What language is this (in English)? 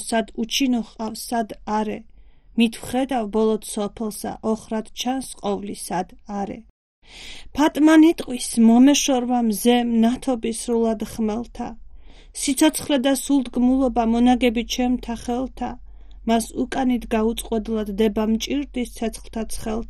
Georgian